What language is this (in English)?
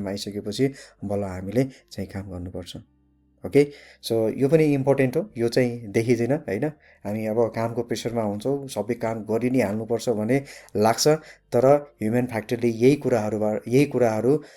Nepali